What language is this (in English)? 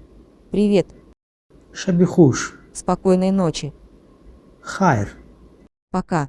Tajik